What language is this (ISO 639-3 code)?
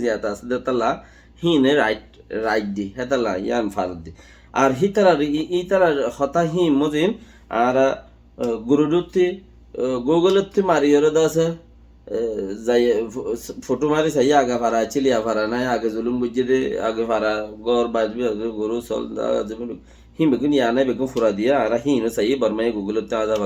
rhg